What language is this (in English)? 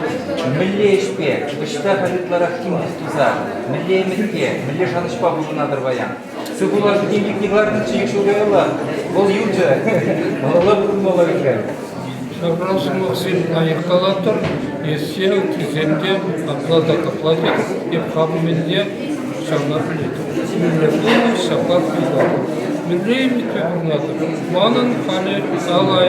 Chuvash